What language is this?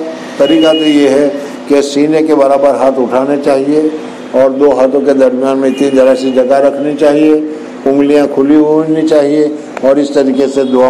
Urdu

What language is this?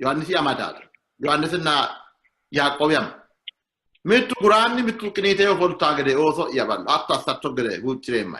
Sidamo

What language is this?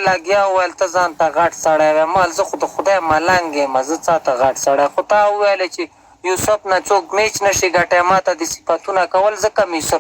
Pashto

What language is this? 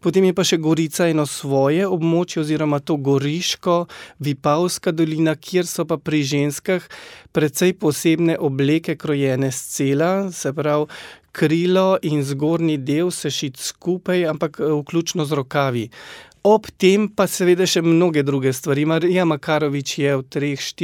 Slovenian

